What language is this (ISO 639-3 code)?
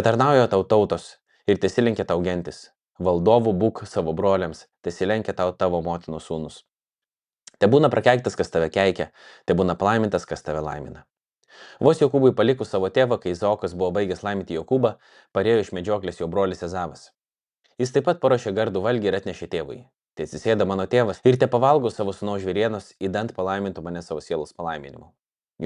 lit